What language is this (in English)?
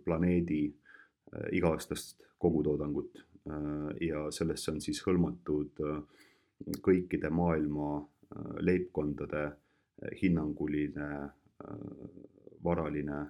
Estonian